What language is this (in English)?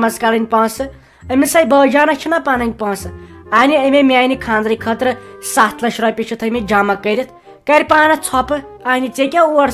Kashmiri